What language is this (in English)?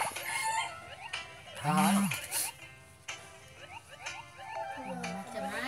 Malay